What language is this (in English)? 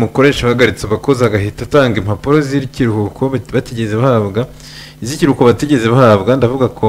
Kinyarwanda